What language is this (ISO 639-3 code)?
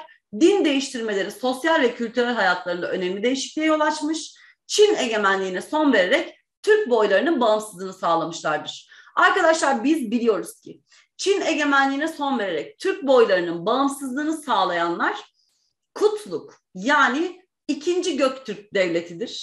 tur